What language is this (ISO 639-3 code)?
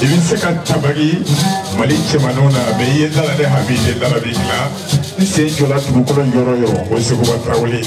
bam